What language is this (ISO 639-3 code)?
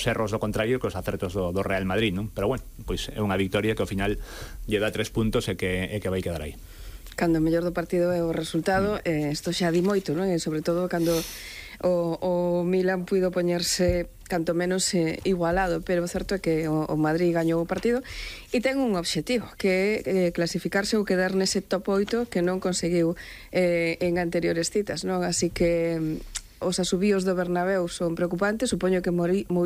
glg